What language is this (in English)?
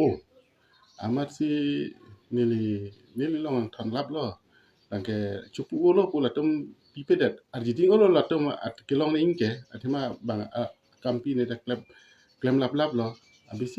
Karbi